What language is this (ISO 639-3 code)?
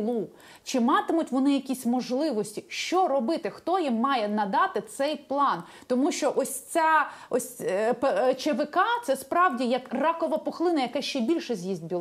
ukr